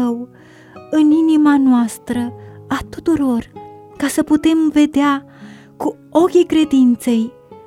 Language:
Romanian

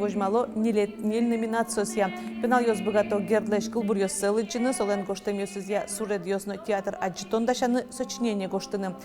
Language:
Udmurt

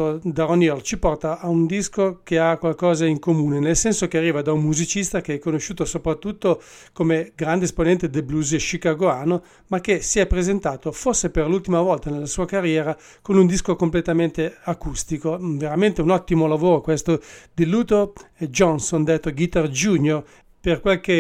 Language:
Italian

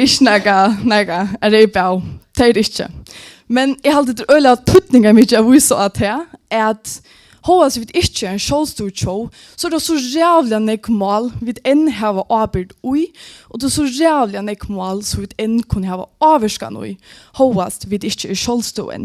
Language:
Faroese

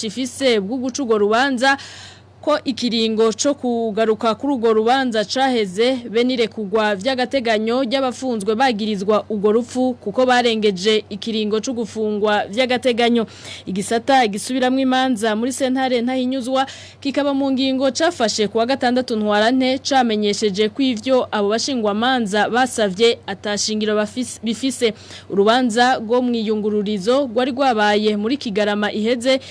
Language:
Rundi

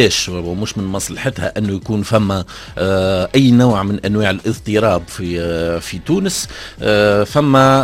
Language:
Tunisian Arabic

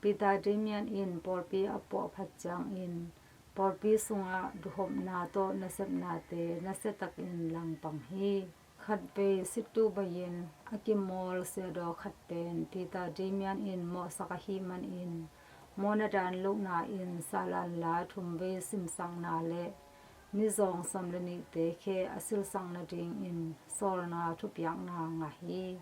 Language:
Tedim Chin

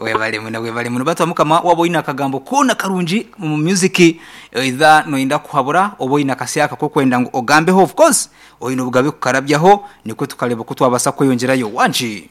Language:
Nyankole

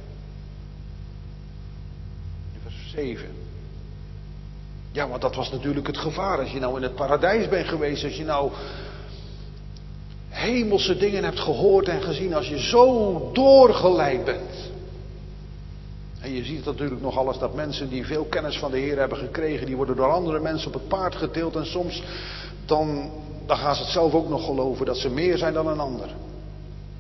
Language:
Dutch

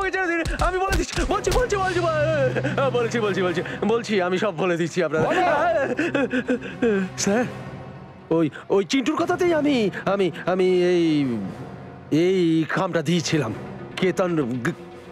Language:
Bangla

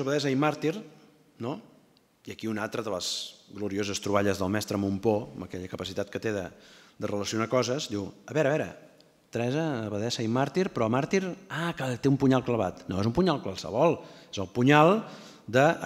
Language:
Catalan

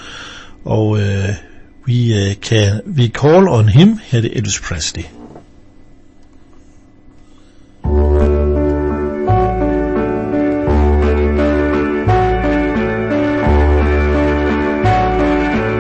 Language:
Danish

